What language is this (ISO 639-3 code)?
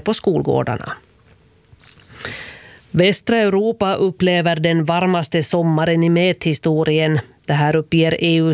swe